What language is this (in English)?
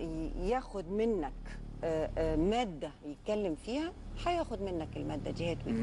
Egyptian Arabic